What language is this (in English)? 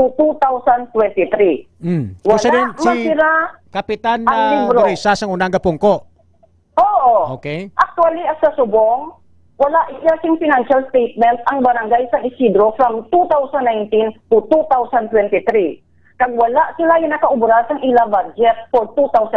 Hiligaynon